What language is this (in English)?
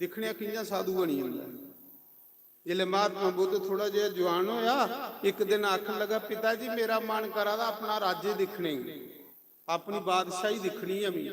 Dogri